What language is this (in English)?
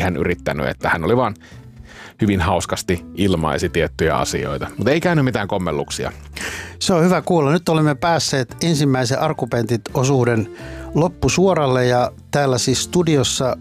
Finnish